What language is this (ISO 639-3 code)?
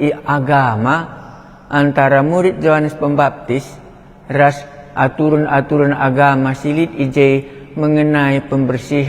btx